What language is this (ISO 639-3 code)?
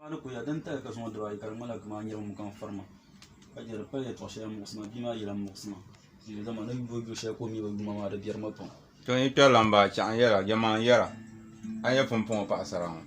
dag